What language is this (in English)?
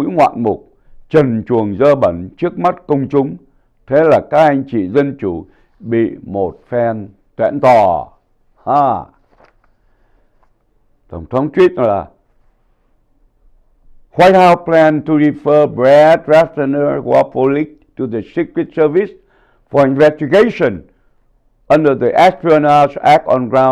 Vietnamese